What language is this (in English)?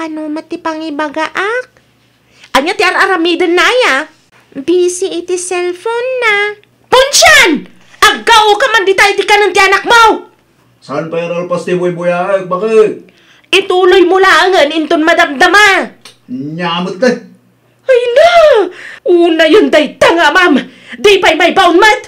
Iloko